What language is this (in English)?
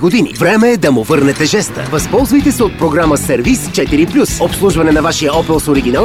Bulgarian